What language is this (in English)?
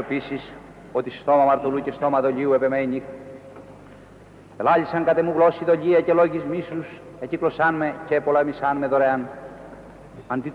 Greek